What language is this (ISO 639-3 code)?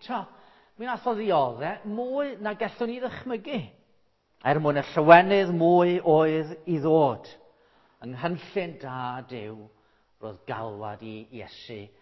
cym